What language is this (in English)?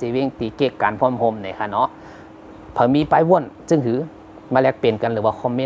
Shan